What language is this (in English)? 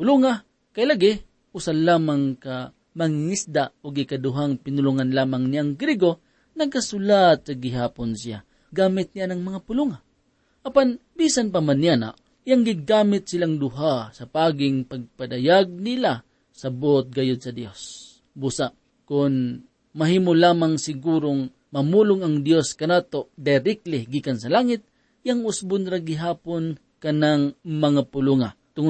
Cebuano